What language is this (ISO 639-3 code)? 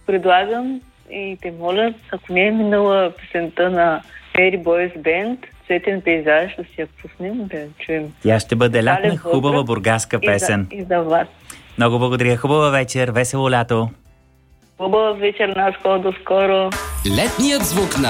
bul